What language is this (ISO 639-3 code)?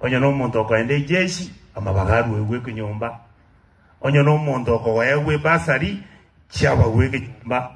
guz